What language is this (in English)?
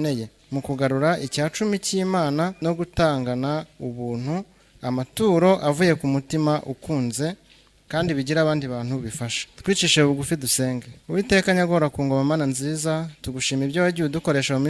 Kinyarwanda